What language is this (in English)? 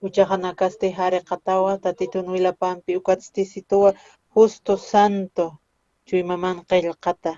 Aymara